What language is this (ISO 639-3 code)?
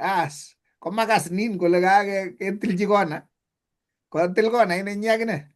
kln